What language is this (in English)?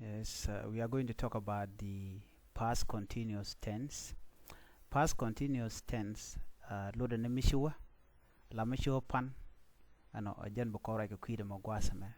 Nuer